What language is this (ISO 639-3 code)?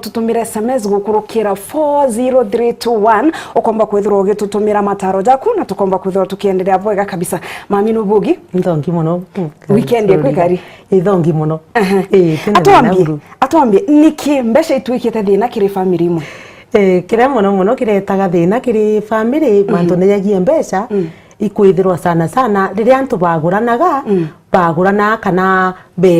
mer